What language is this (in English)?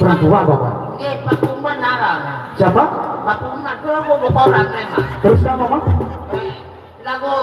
Sasak